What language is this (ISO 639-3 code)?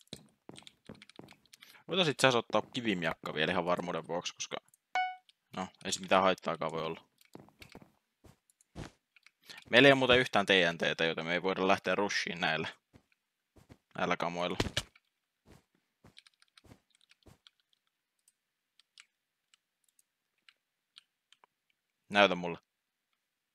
fin